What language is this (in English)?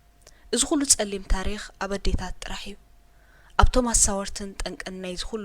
Tigrinya